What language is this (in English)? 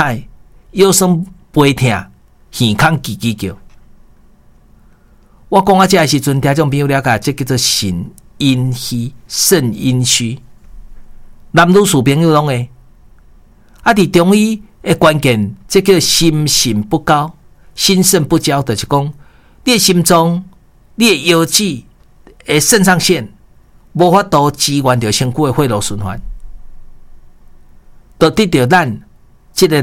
Min Nan Chinese